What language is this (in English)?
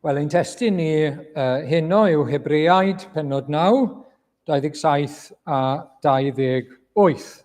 Welsh